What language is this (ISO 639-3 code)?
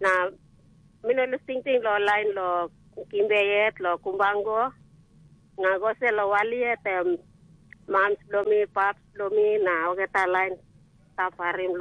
tpi